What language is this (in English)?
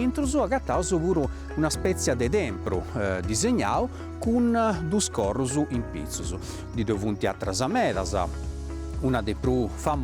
Sardinian